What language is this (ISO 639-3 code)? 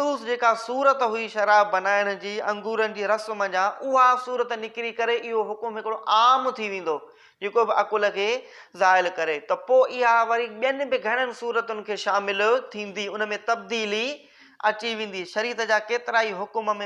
snd